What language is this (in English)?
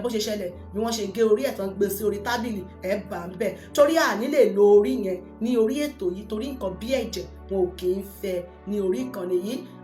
Yoruba